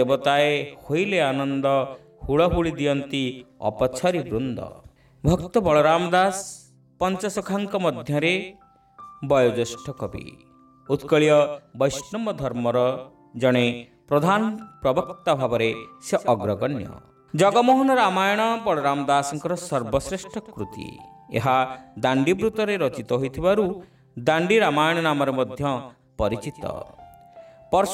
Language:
Odia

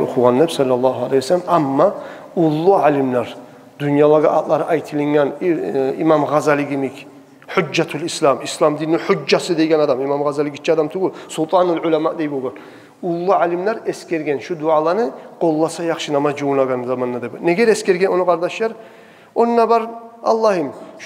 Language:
Kumyk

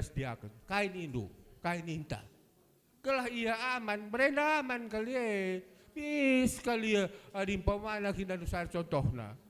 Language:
Batak Karo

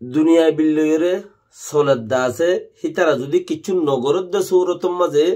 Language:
Rohingya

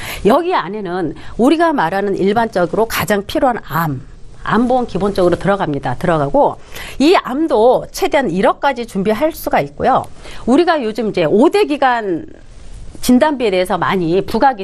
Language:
Korean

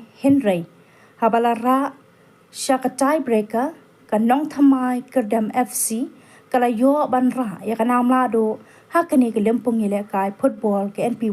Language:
Khasi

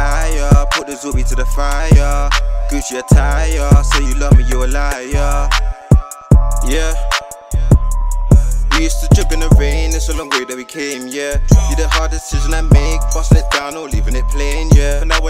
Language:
English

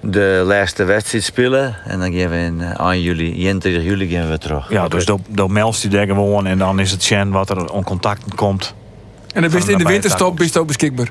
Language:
Western Frisian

